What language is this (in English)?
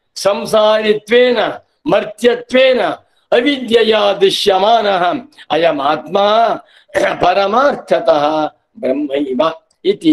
Sanskrit